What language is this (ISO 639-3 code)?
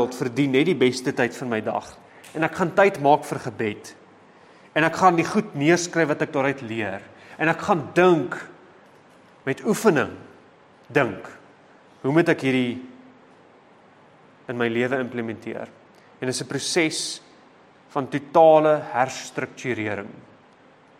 afr